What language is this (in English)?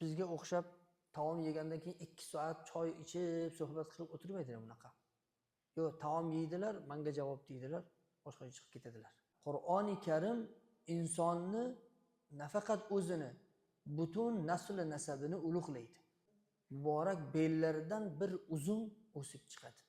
Uzbek